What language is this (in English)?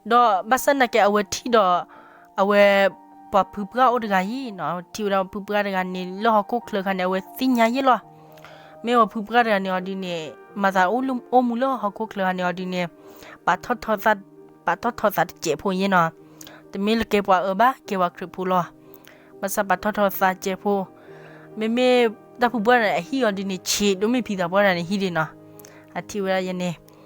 S'gaw Karen